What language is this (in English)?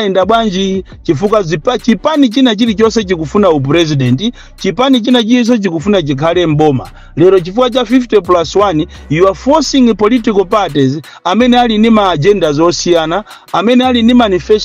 Nyanja